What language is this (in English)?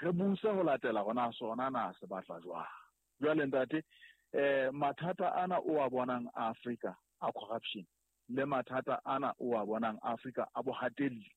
Southern Sotho